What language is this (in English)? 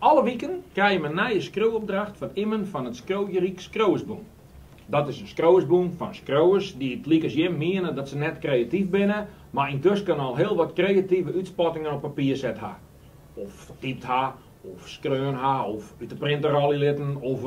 Western Frisian